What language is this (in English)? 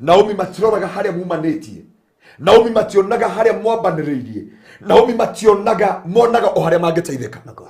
Kikuyu